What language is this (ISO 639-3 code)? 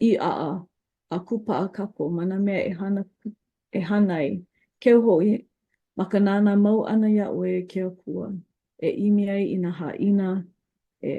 haw